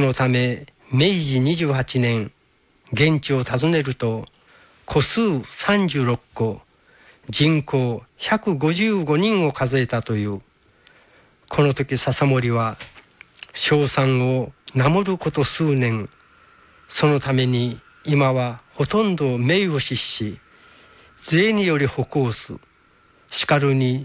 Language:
Japanese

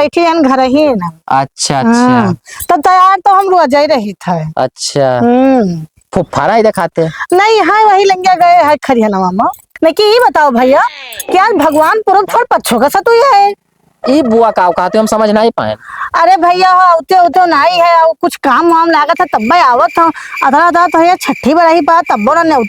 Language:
Awadhi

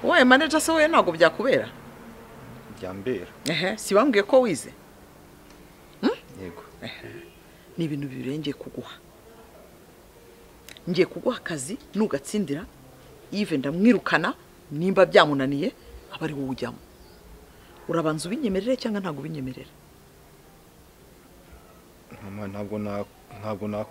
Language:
Kinyarwanda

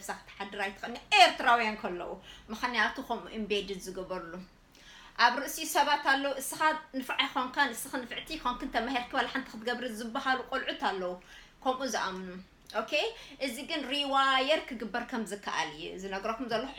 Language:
Tigrinya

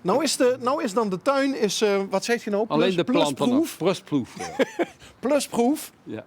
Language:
Limburgish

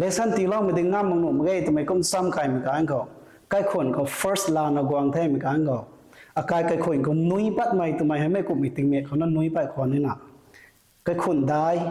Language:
Rongmei Naga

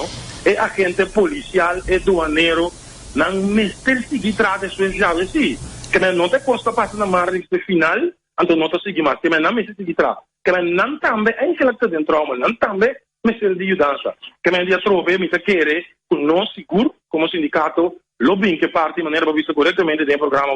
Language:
Papiamento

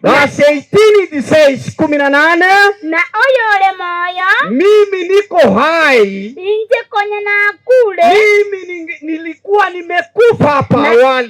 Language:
Gusii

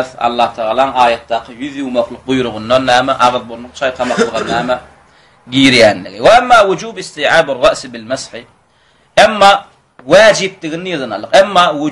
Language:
Turkmen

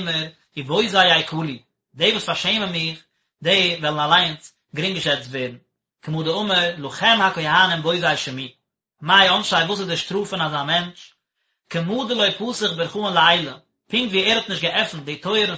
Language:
Yiddish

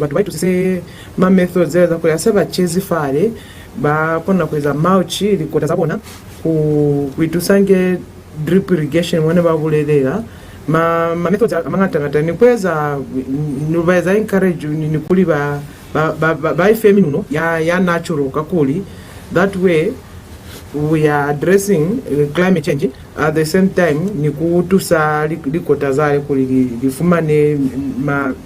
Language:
Lozi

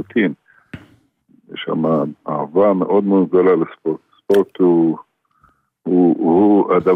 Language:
Hebrew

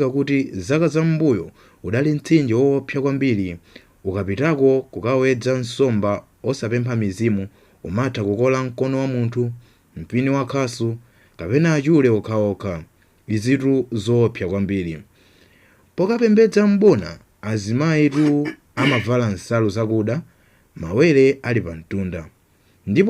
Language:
Nyanja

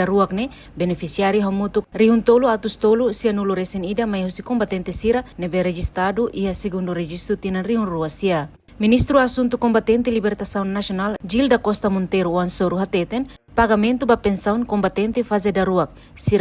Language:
Tetum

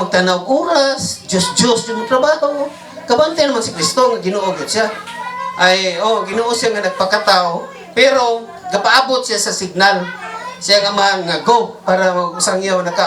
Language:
Cebuano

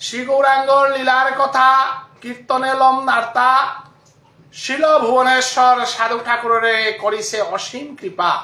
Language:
Bishnupriya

